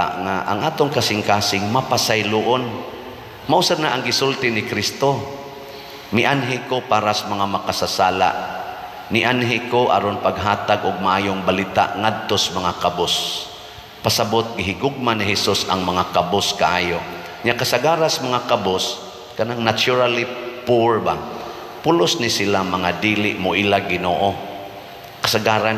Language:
Cebuano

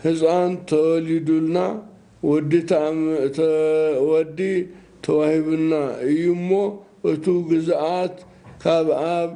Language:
Tigrinya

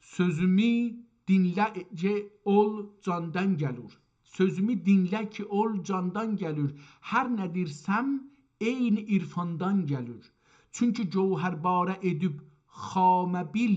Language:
South Azerbaijani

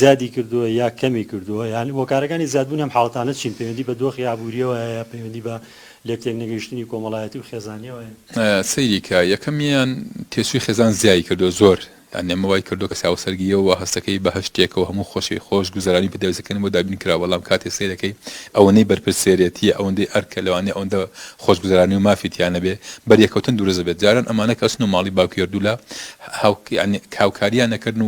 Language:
Central Kurdish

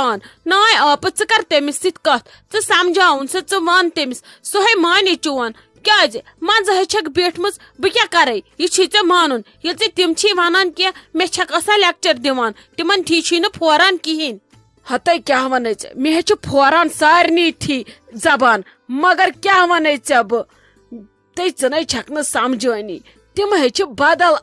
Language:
Kashmiri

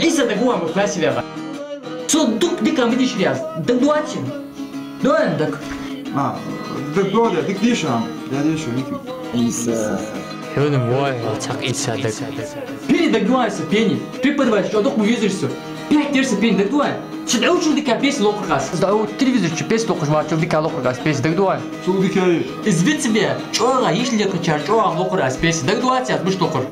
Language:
Ingush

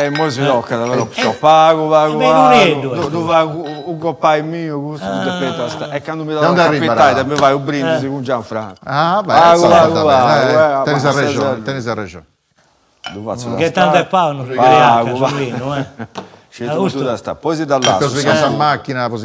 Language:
Sardinian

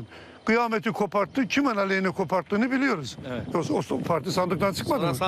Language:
Turkish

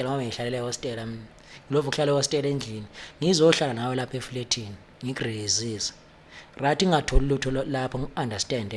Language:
Zulu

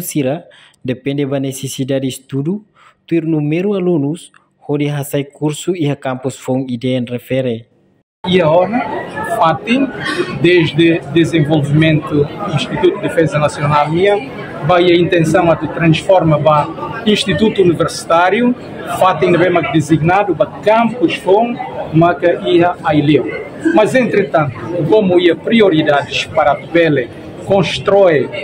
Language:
Tetum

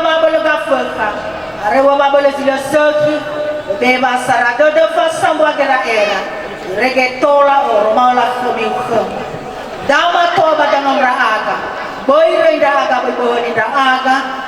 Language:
Nias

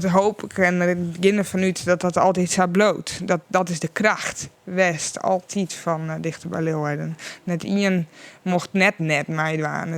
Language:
Western Frisian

